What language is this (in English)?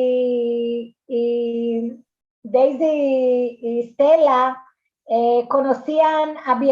Ladino